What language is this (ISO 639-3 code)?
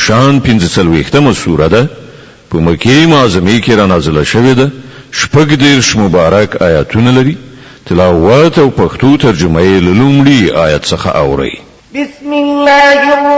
pus